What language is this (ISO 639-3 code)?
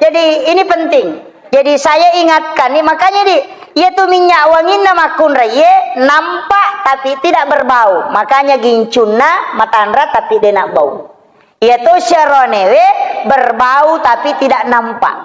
bug